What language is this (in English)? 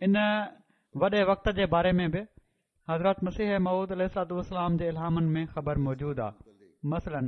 Sindhi